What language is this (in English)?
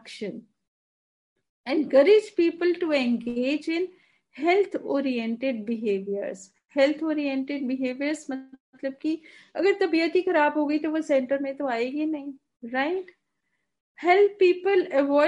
Hindi